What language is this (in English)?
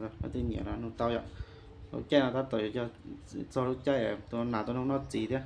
Hmong